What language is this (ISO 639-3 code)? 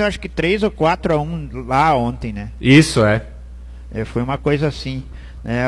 por